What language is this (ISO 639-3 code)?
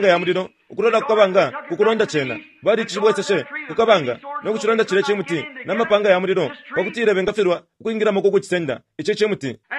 bem